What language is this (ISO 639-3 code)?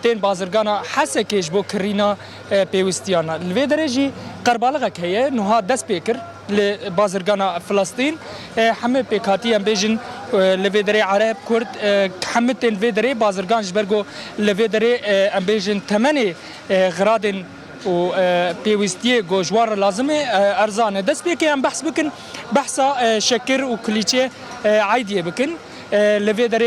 kur